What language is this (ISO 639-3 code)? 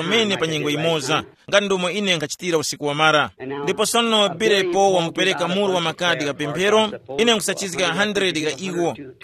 tum